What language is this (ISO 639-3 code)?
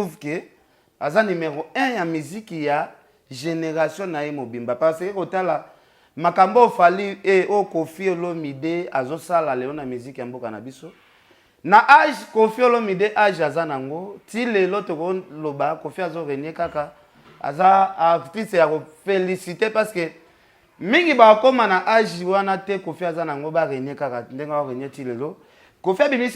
lin